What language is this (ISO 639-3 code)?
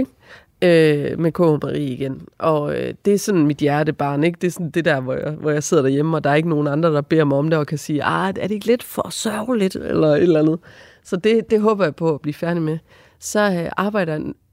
dan